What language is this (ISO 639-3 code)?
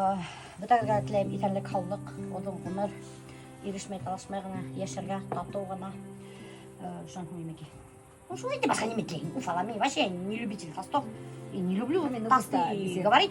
bak